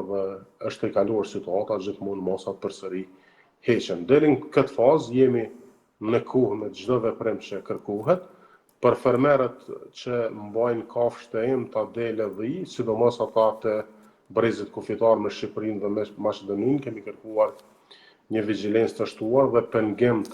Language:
Albanian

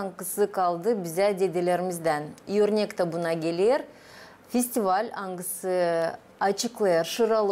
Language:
Gagauz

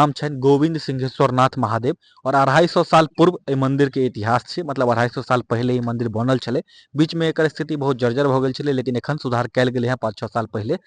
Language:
Maithili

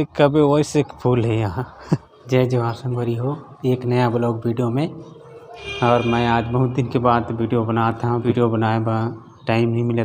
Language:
Chhattisgarhi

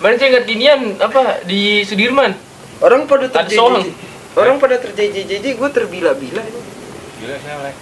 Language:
Betawi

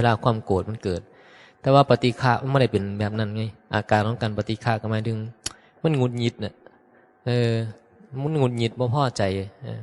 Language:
Northeastern Thai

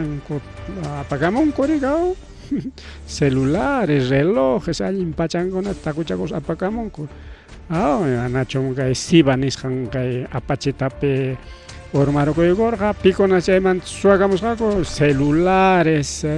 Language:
Ayacucho Quechua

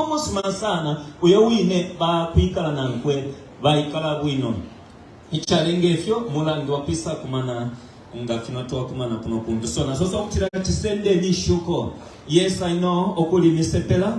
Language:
Bemba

